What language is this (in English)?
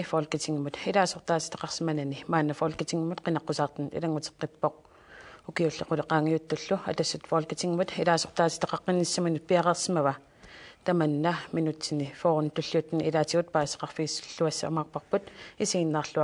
Kalaallisut